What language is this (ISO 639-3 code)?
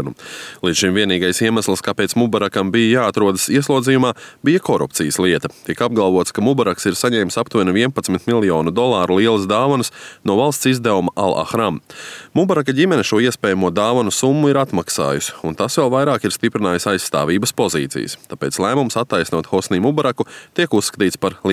lav